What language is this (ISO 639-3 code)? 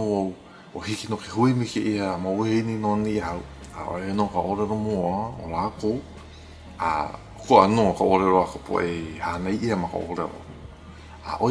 haw